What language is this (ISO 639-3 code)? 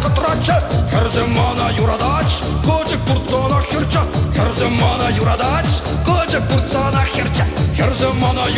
chv